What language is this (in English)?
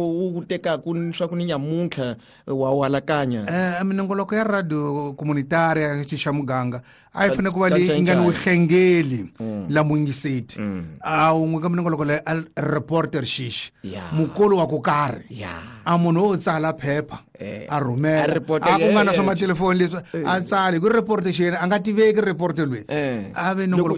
Tsonga